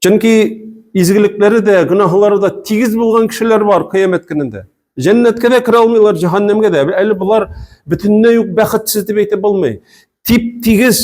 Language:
Tatar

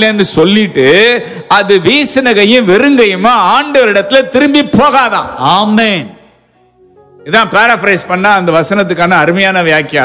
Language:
Tamil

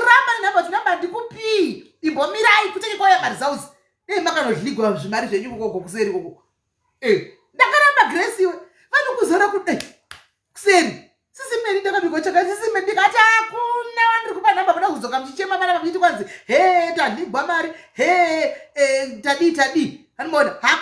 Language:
Shona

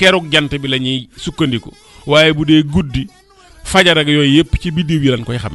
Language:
Wolof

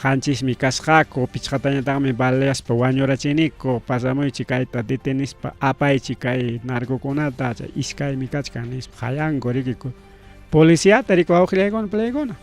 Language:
Ayacucho Quechua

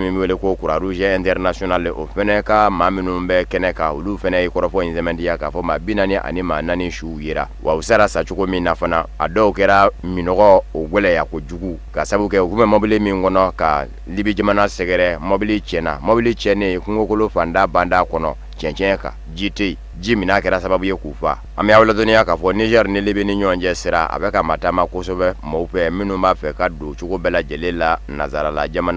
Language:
Bambara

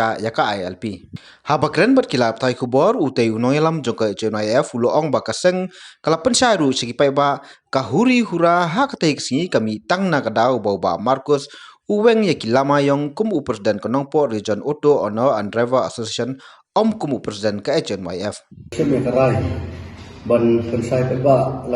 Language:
Khasi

